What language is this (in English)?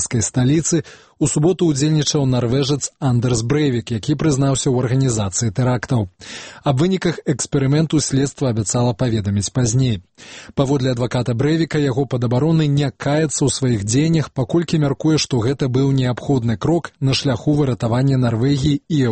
Belarusian